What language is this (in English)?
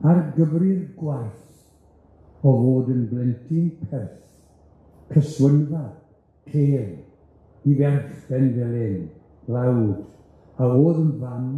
Welsh